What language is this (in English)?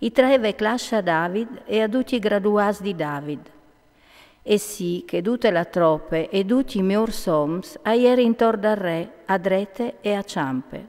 Friulian